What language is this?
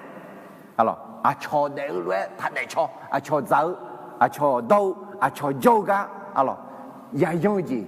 Akha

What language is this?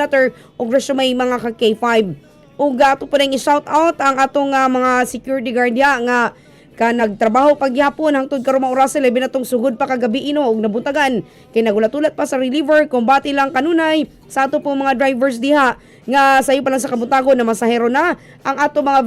Cebuano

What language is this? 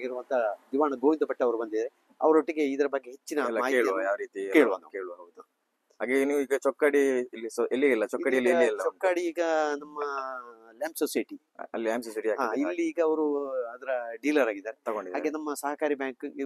Kannada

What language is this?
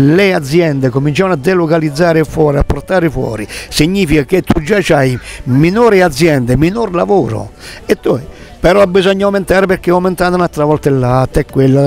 Italian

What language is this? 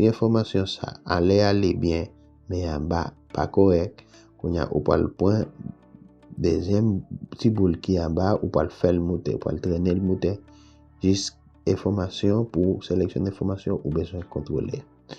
Haitian Creole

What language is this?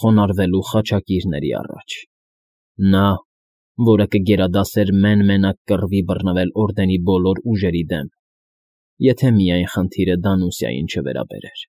Armenian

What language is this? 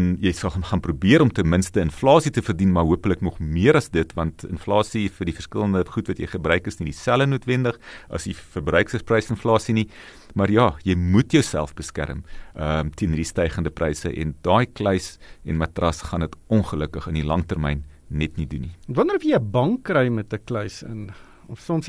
Afrikaans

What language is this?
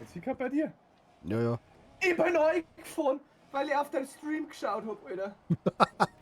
Bavarian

